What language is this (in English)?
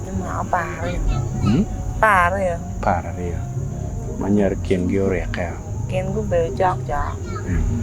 Acoli